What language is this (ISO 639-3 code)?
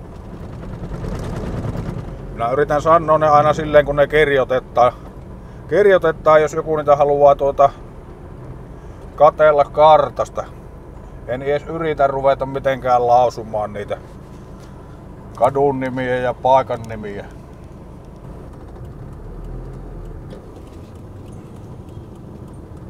fin